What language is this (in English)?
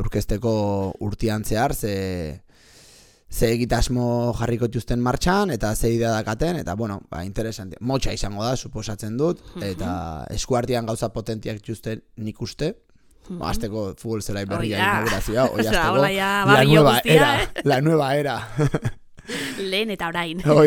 Basque